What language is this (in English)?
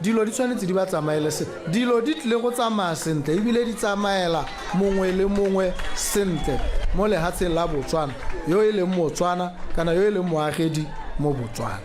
Tswana